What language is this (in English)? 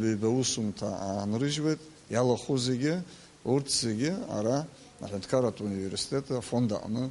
Abkhazian